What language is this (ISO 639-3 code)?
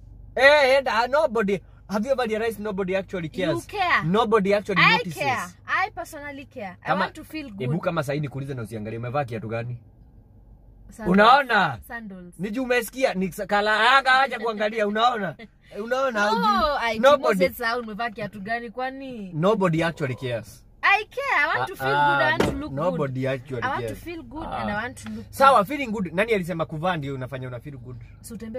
swa